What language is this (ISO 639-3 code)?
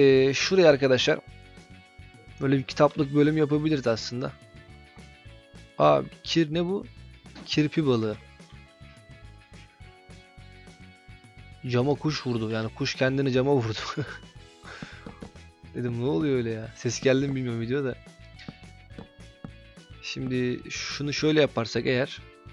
tur